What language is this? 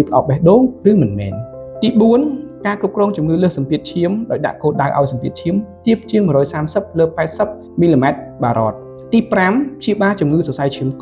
Khmer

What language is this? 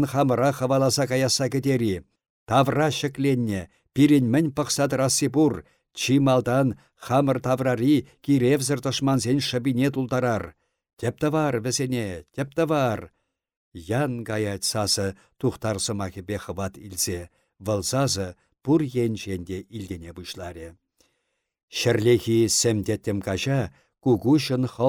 Chuvash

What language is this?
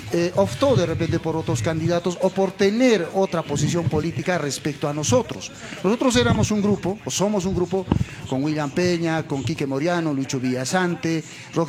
Spanish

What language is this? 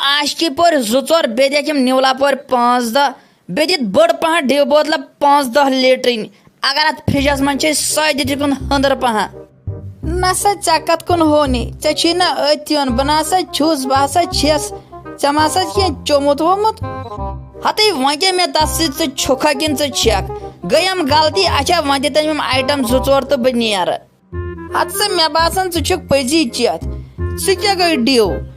Kashmiri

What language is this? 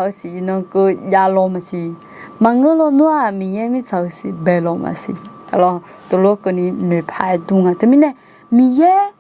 Akha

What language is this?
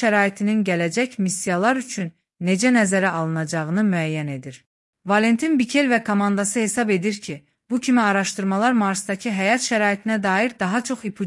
Azerbaijani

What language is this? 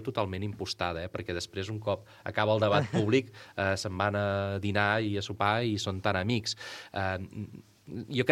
Catalan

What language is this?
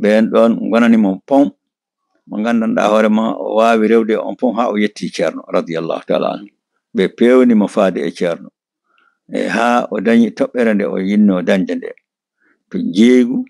Fula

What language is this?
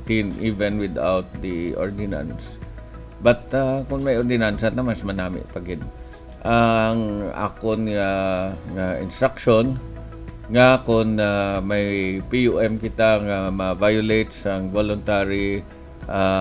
Hiligaynon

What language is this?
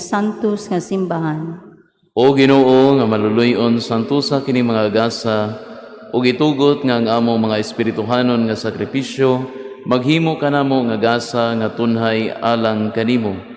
Cebuano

